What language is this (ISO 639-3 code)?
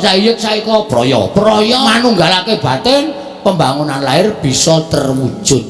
jav